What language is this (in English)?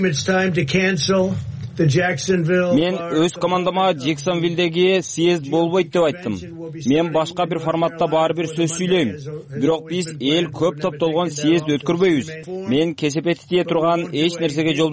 Kyrgyz